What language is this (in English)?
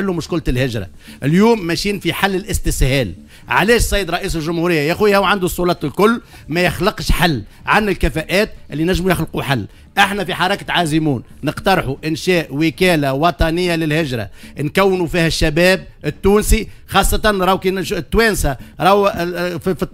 Tunisian Arabic